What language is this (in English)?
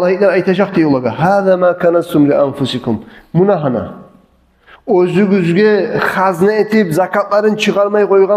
Kumyk